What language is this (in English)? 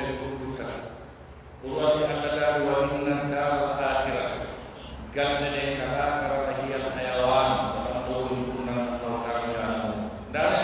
Pular